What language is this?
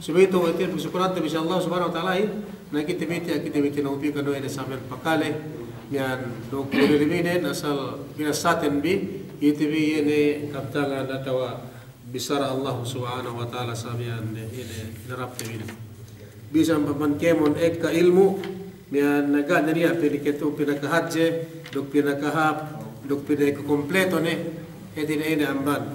Yakan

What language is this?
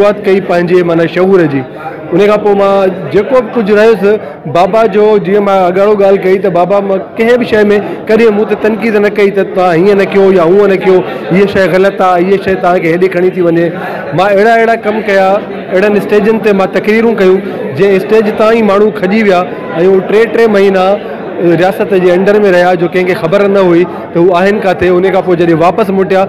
Sindhi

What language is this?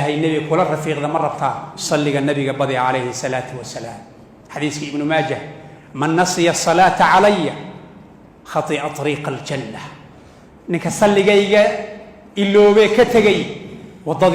Somali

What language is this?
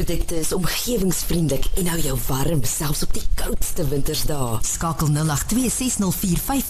Afrikaans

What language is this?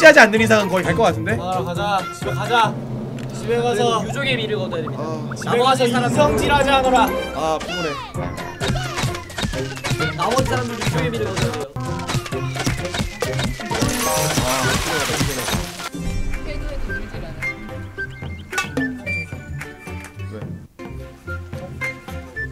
Korean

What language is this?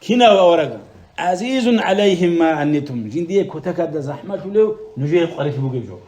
Avaric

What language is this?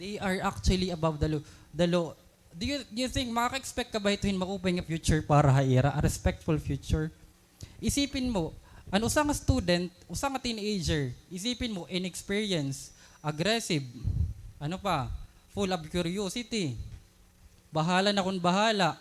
Waray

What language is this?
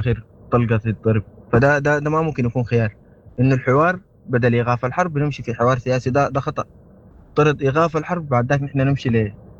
Sudanese Arabic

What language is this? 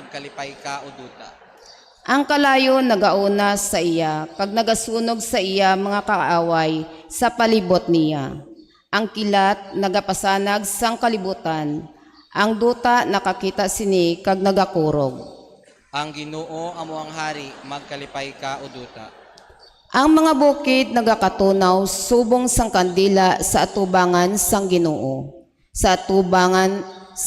Hiligaynon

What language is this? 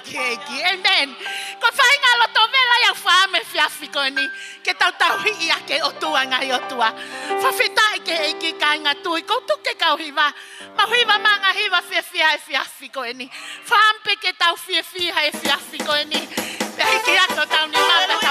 Tongan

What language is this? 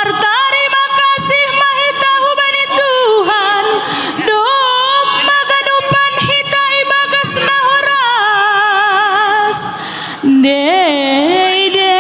Batak Simalungun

